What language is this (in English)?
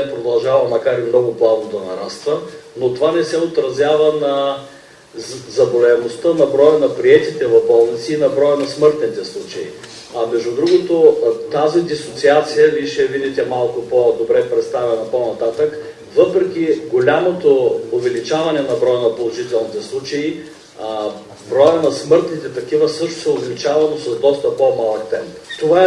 Bulgarian